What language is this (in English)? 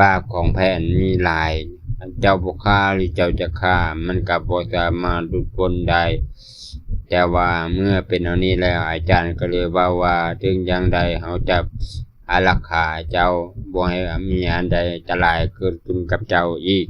Lao